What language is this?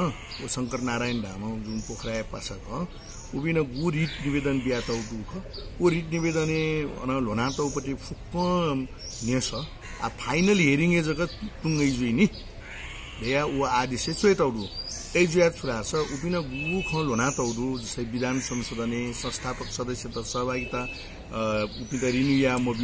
Newari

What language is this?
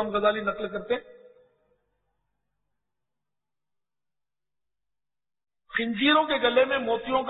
Urdu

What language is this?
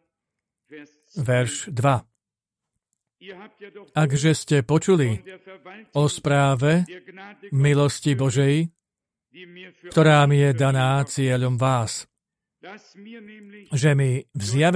Slovak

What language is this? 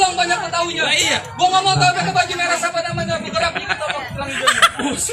Betawi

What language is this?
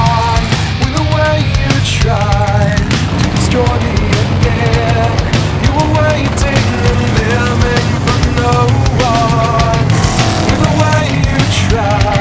English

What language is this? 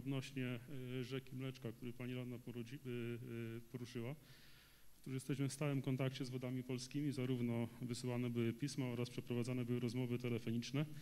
Polish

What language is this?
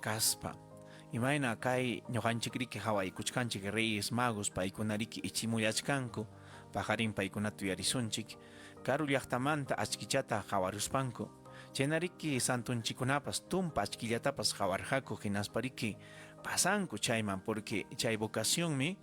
Ayacucho Quechua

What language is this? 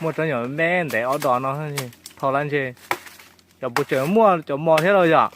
Hmong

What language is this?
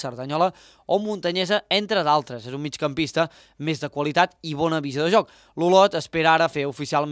Catalan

